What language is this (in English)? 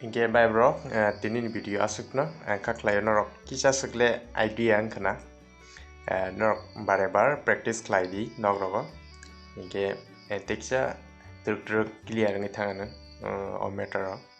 Kok Borok